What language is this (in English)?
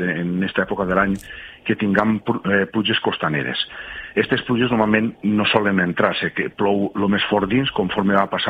Catalan